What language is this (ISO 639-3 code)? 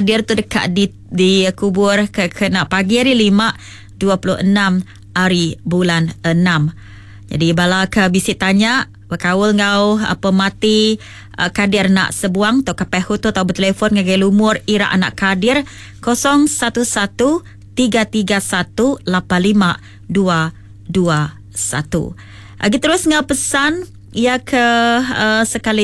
iba